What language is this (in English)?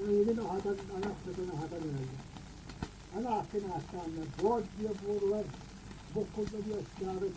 Yakut